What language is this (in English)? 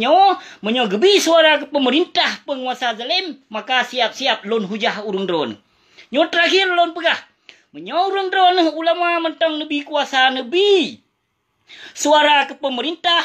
Achinese